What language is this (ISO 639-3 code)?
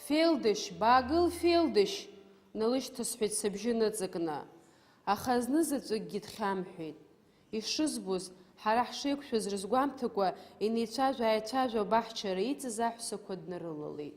abk